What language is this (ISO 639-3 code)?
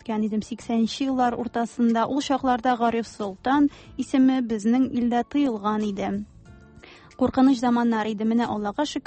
tat